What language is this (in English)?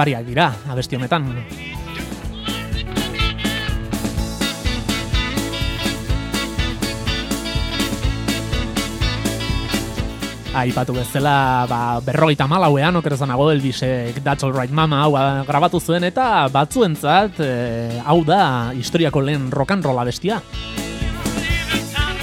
Basque